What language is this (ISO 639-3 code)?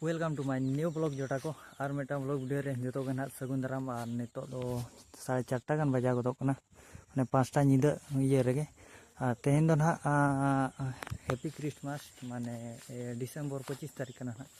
sat